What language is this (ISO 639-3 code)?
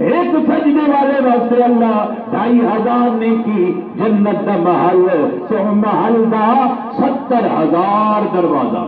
skr